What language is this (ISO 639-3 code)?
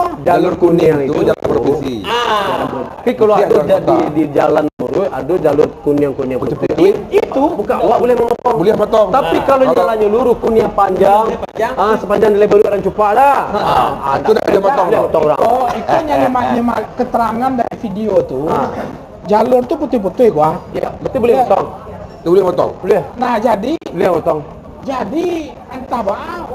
min